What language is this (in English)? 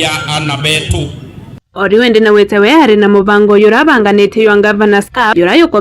Meru